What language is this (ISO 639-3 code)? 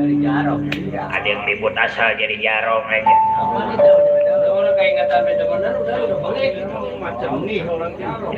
bew